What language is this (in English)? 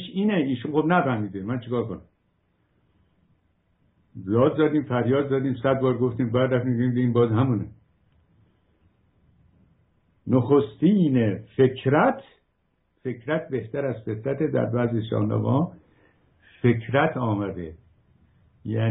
Persian